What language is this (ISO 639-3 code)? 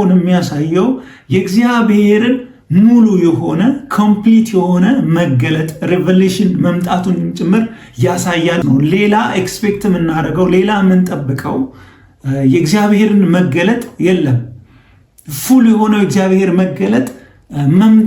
amh